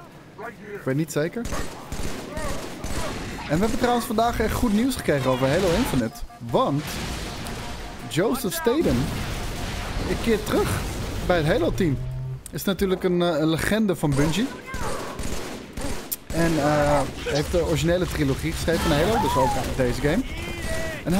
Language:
Dutch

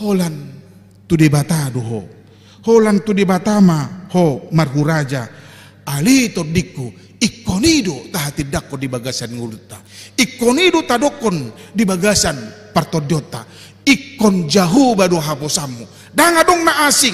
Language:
Batak Toba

